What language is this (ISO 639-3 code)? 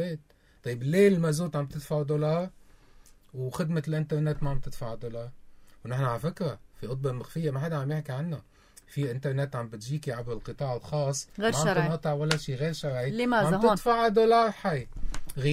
apc